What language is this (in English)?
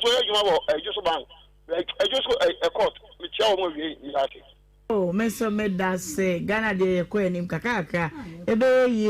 Akan